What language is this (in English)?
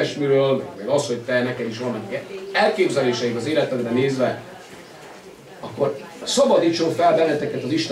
Hungarian